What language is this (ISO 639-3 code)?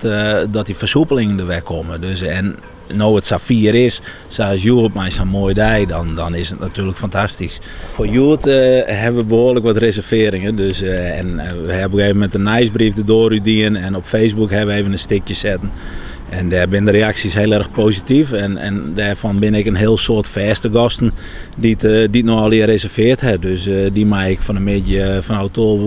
fry